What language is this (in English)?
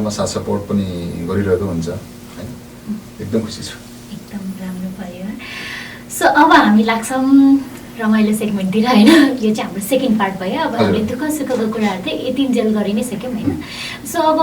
Nepali